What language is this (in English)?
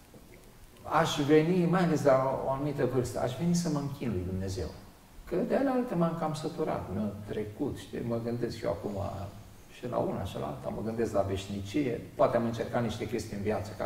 Romanian